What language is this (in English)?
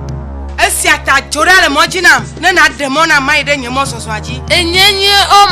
Ewe